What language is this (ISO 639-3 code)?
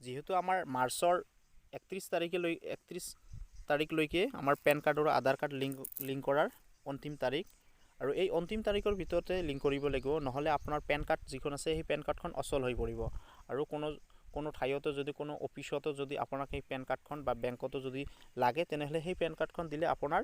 asm